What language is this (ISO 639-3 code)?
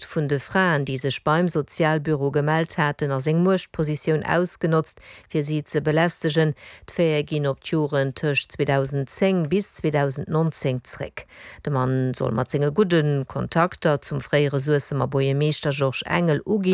ltz